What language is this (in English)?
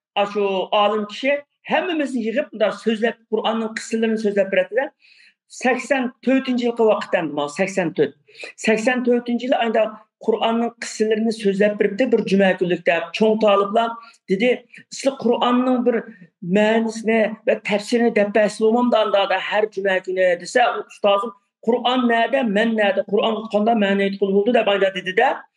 Uyghur